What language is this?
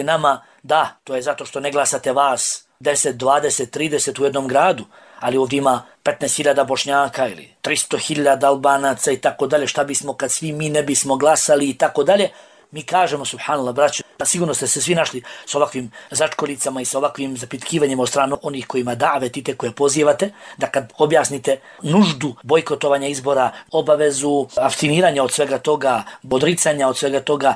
Bosnian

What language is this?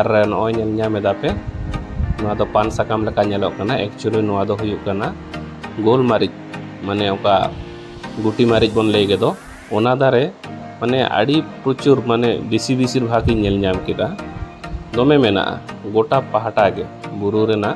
Santali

